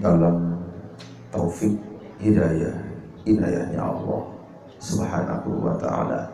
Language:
Sasak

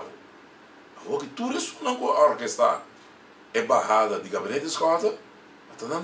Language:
Papiamento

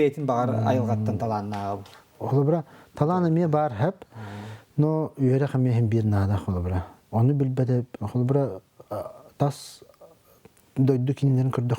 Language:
Yakut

